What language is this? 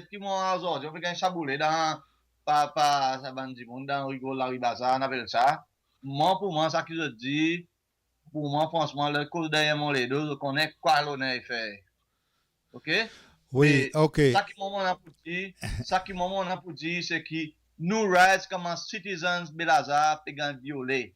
Seselwa Creole French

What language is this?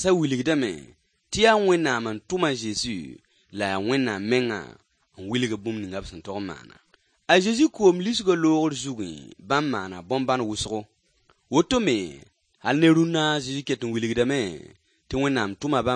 Mossi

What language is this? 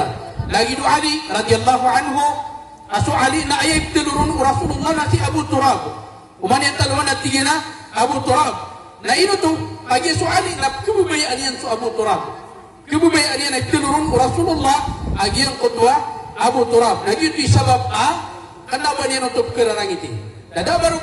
Maranao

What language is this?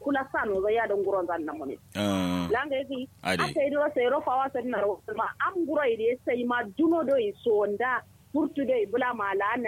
Kanuri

